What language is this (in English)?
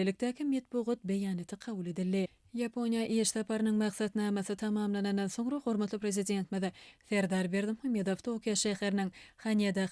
Turkmen